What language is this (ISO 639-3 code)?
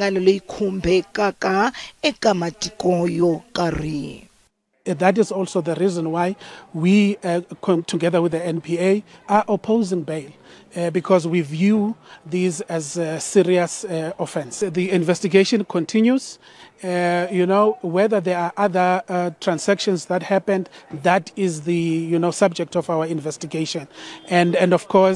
tso